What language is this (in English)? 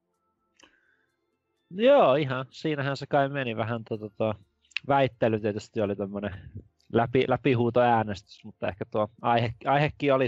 Finnish